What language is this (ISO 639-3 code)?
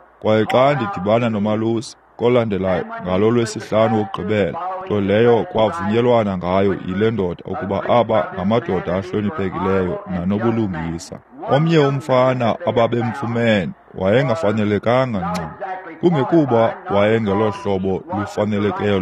xho